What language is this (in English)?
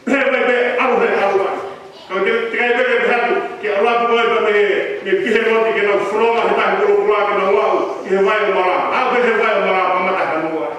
Tongan